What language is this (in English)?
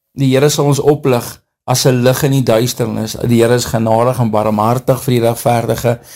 Afrikaans